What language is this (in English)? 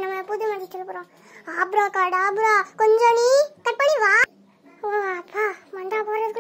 Tamil